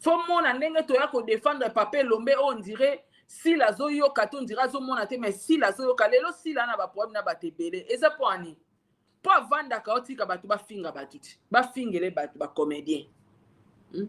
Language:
Lingala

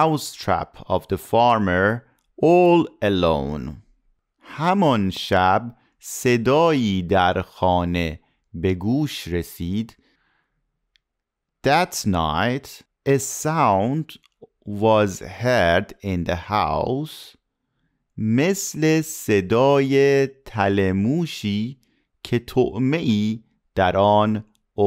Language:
Persian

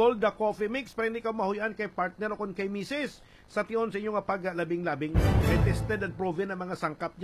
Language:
Hiligaynon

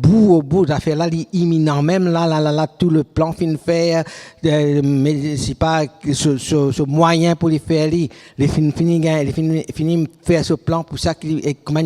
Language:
Morisyen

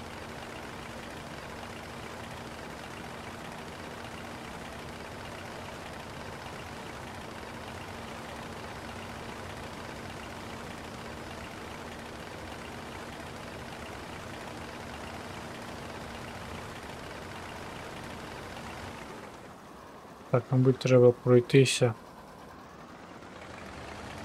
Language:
Ukrainian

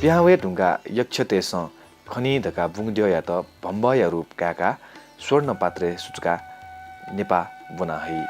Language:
Newari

